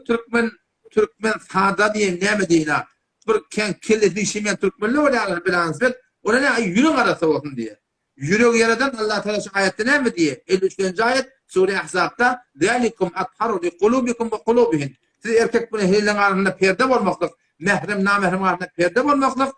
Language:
Turkmen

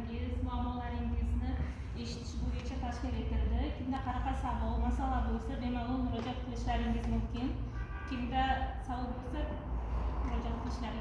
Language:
Uzbek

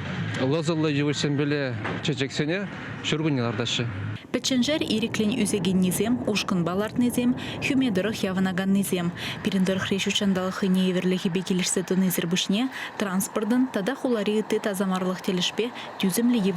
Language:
Chuvash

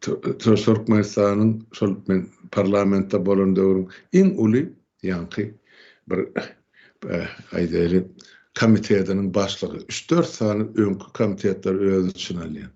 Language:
Turkmen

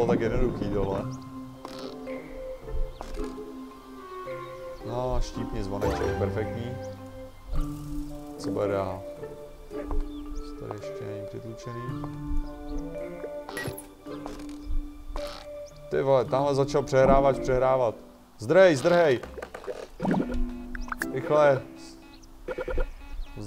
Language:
Czech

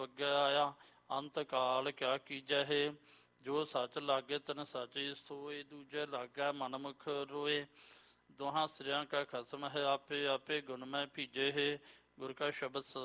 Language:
Punjabi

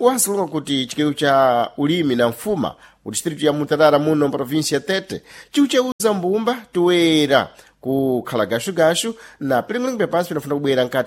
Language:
Sena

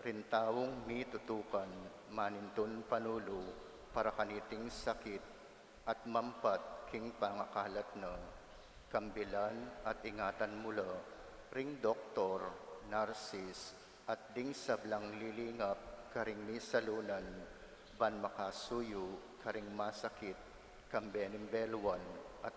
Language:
Pampanga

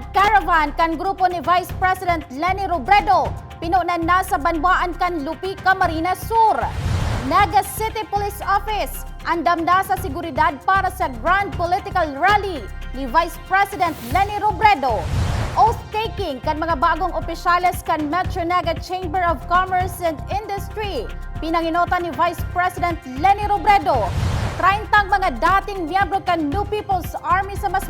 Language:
Bikol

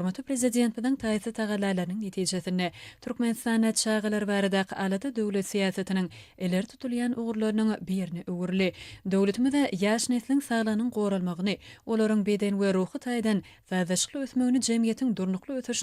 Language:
Turkmen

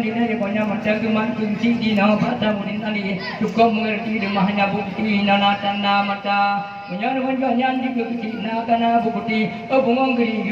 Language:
Achinese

